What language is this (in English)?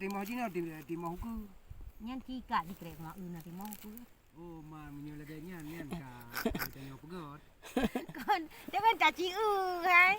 Achinese